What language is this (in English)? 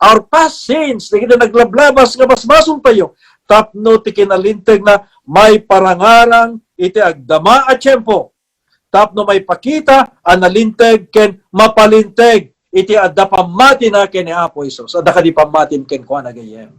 Iloko